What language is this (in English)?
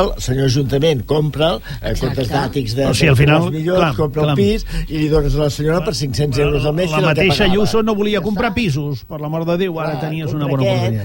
Catalan